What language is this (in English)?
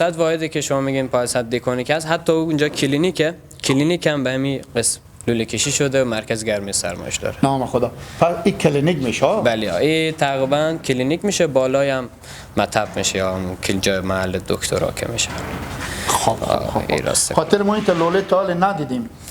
Hazaragi